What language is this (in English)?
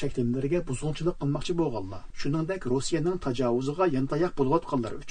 Uyghur